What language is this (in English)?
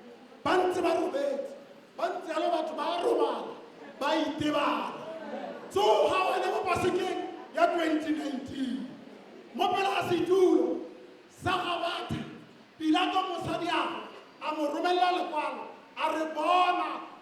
Tswana